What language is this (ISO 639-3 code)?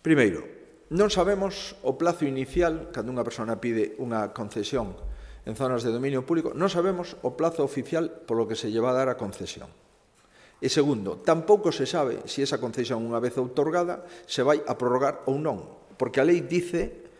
glg